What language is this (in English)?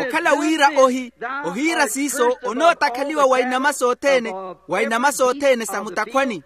Makhuwa